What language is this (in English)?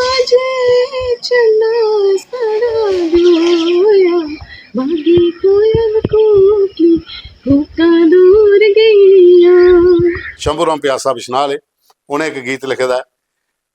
Dogri